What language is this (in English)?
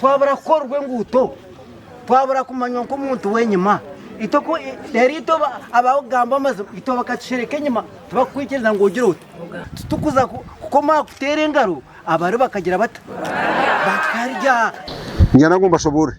Nyankole